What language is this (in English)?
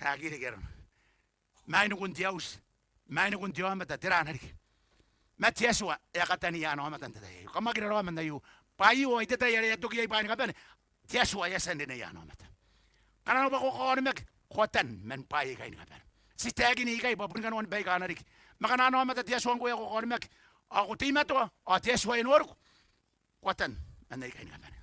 Gilbertese